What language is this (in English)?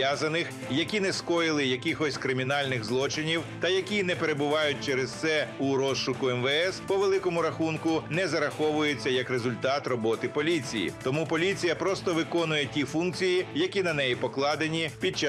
Ukrainian